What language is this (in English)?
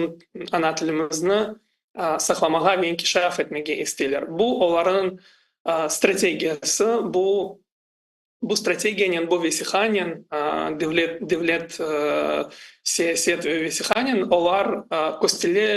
Crimean Tatar